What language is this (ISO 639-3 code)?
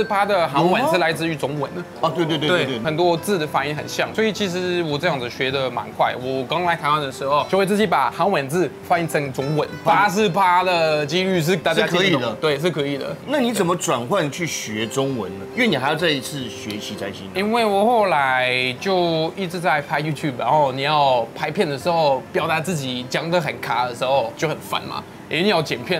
zho